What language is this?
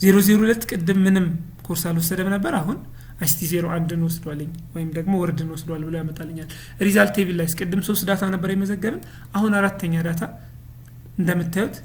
Amharic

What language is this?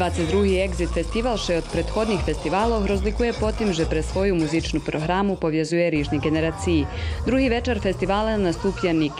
Rusyn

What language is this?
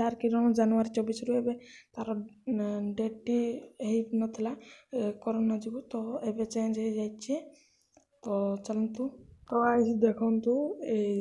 Odia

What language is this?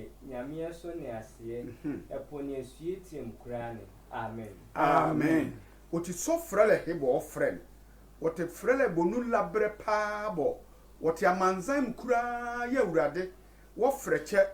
Sehwi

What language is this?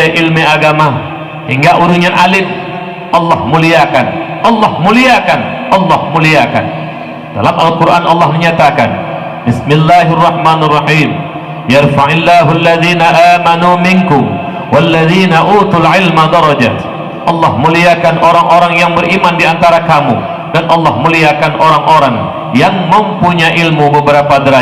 Achinese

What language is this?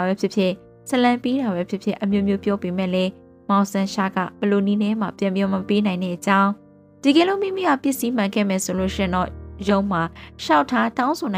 Burmese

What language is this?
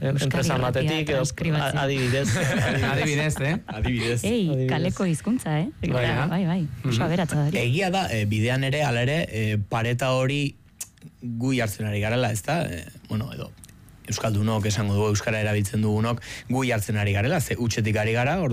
Basque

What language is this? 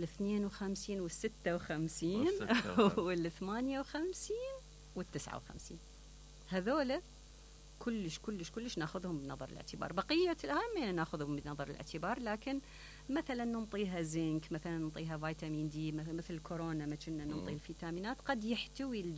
Mesopotamian Arabic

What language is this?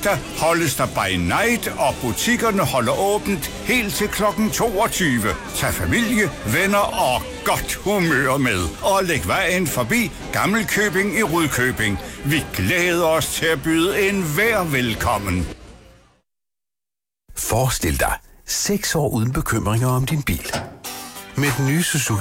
Danish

